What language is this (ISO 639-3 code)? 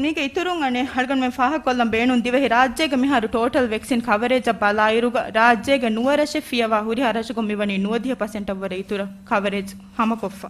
div